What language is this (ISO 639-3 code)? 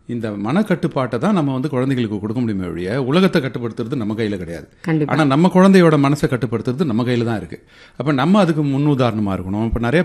tam